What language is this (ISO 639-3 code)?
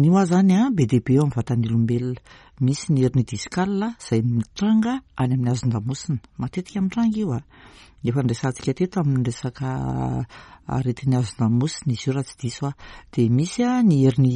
mlg